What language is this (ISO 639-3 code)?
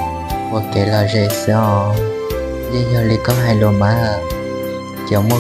hmn